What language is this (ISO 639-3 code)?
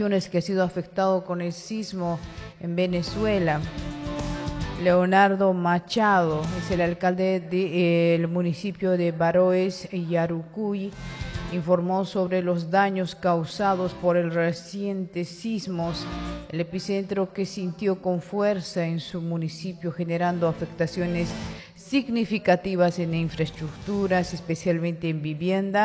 spa